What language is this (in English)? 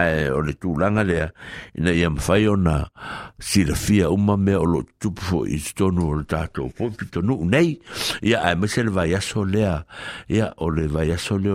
Samoan